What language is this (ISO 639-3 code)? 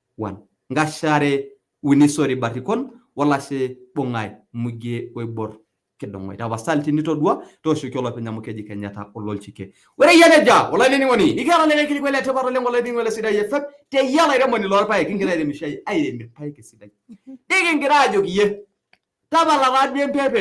mas